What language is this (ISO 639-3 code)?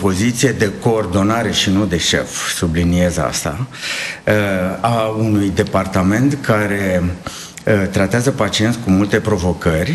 ron